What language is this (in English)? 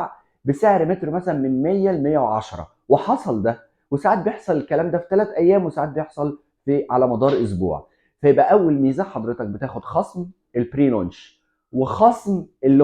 Egyptian Arabic